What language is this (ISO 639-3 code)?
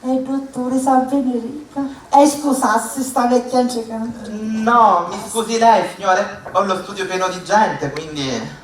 scn